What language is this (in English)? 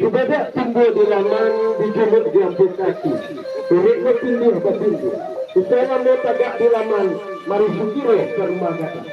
Minangkabau